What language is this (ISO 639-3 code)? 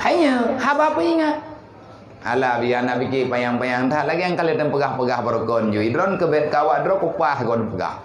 ace